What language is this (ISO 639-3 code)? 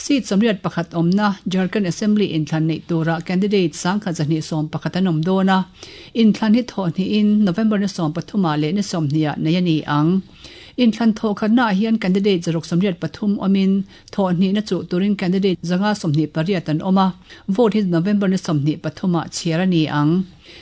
lus